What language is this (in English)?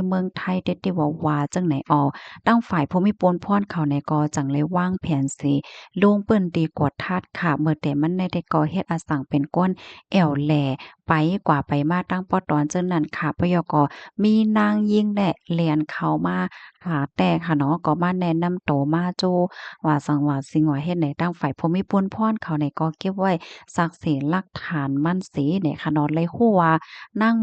Shan